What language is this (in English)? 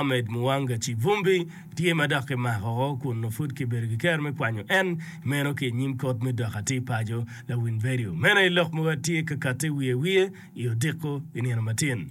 Acoli